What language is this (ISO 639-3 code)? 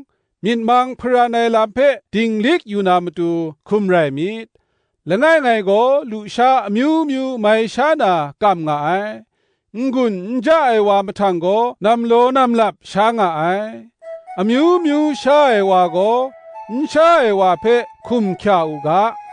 kac